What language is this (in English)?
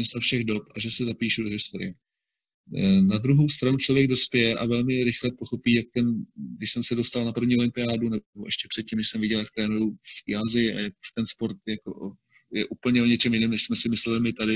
Czech